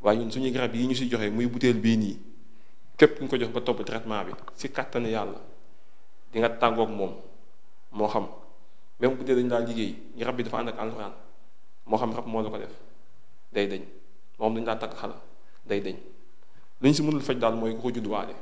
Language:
Wolof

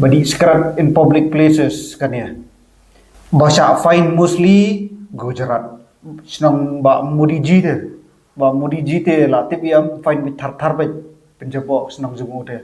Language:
Khasi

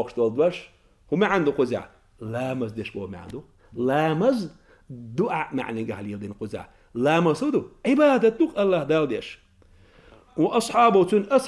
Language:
Chechen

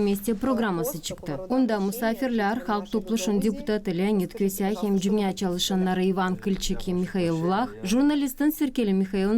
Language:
Gagauz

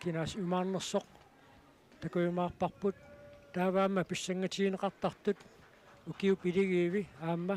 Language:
Kalaallisut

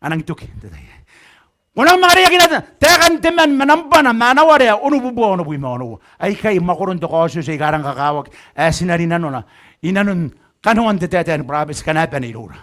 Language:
Gilbertese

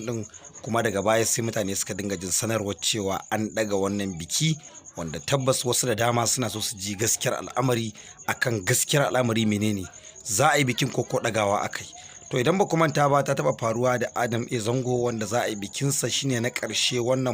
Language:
Hausa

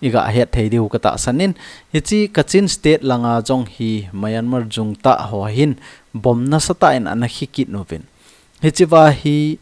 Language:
Thado Chin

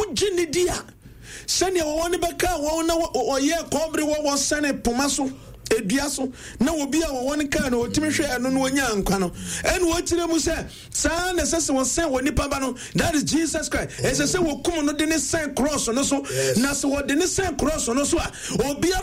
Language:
Akan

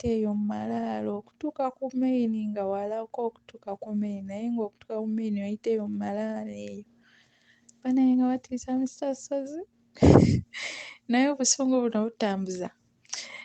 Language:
Ganda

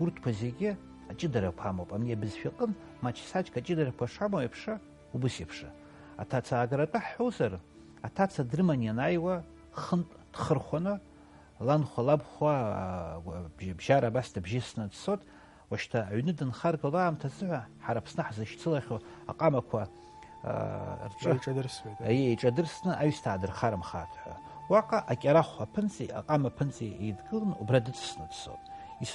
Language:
Abkhazian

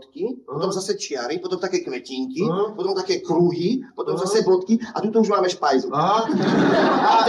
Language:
Slovak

